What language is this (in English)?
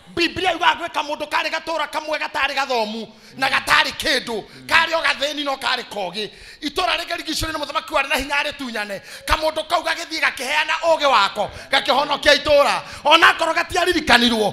Kikuyu